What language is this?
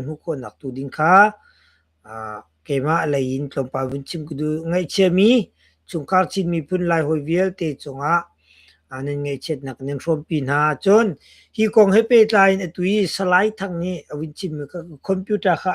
Hakha Chin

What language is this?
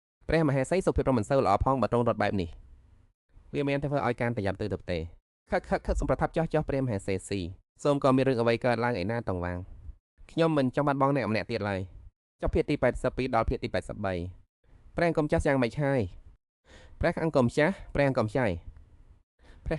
Khmer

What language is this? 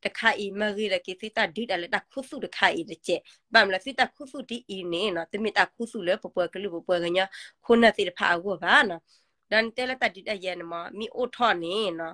S'gaw Karen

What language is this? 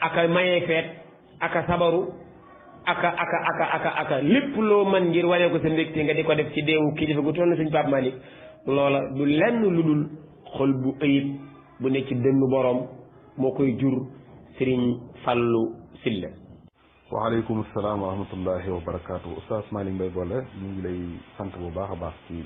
Wolof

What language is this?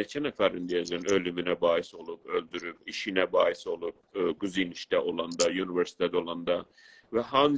South Azerbaijani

